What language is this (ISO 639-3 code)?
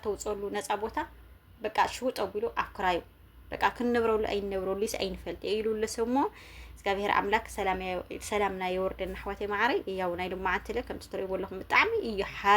tir